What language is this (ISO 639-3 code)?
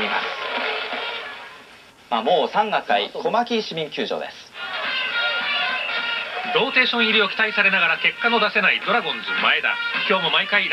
jpn